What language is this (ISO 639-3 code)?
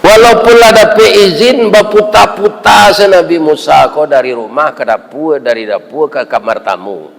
min